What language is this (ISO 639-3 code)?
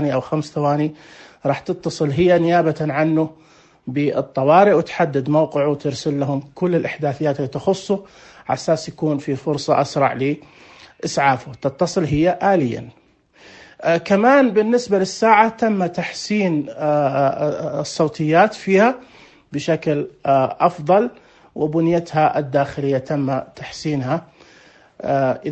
ars